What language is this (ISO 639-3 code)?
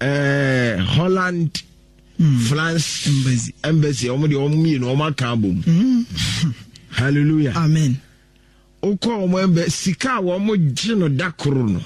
aka